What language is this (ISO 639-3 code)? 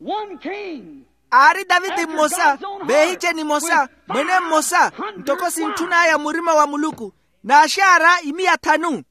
vmw